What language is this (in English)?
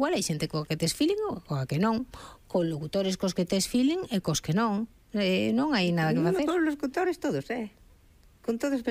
Galician